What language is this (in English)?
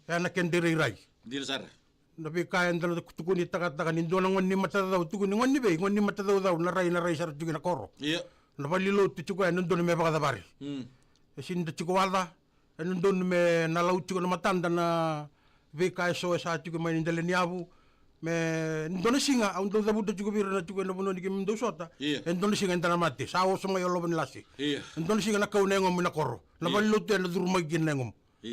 Fijian